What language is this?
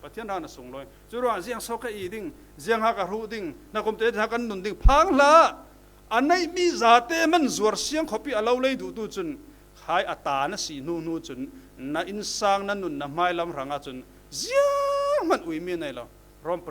Falam Chin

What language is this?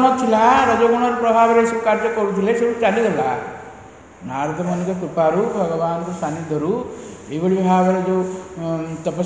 Odia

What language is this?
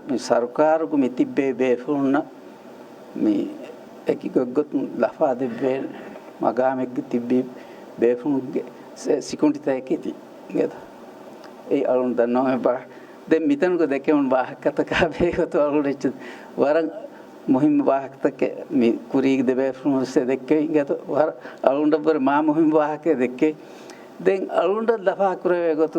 Divehi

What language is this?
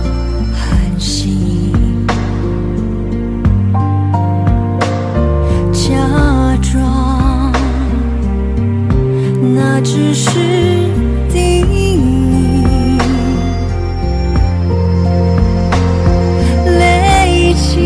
Chinese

